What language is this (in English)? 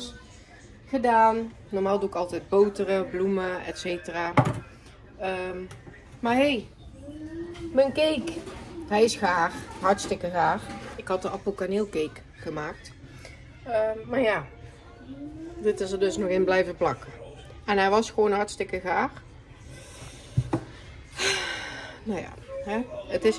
Dutch